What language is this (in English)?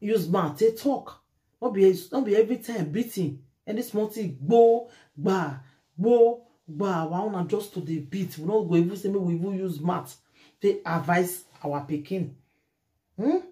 Nigerian Pidgin